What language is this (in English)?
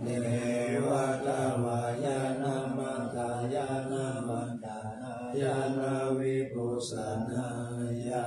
Pali